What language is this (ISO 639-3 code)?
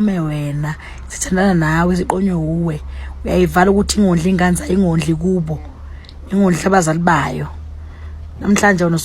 zul